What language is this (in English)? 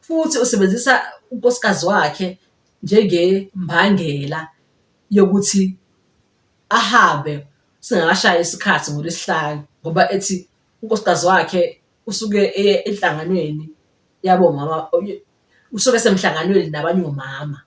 Zulu